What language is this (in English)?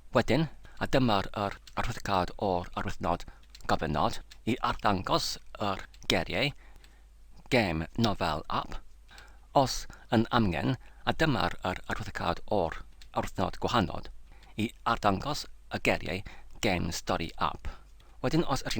Welsh